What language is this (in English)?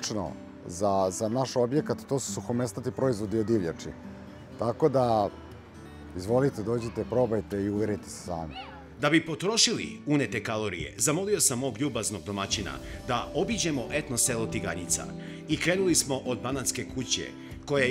Serbian